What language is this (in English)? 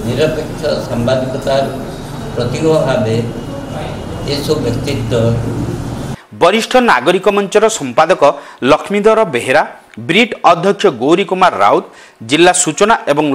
Odia